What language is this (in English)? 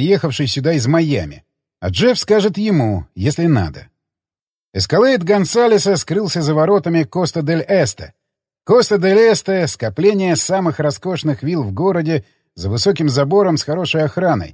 Russian